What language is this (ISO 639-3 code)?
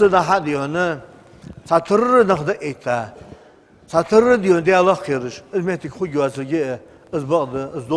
inh